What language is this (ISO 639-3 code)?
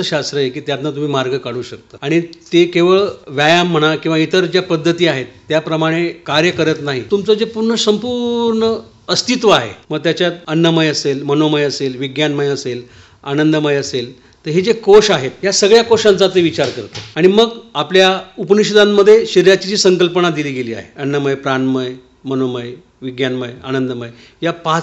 mar